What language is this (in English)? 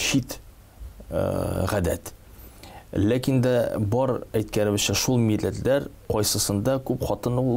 Tatar